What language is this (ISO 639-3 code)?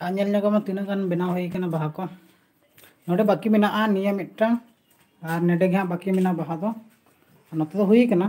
sat